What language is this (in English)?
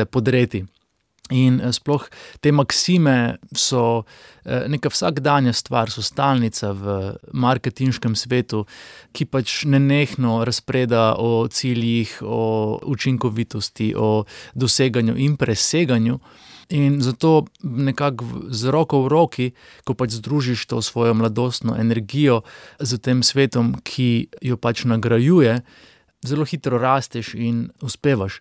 Slovenian